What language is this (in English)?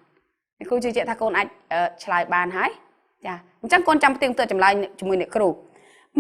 Khmer